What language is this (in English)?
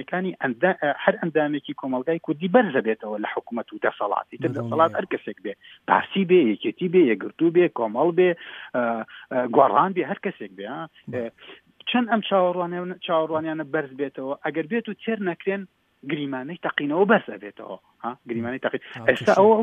Central Kurdish